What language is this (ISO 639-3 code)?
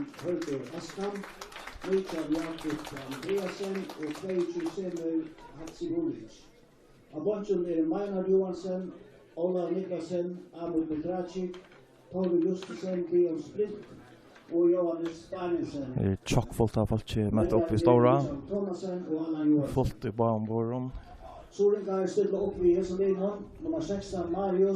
fao